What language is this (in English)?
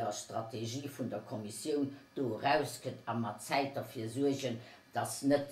Luxembourgish